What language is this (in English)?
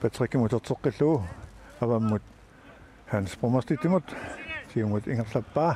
Kalaallisut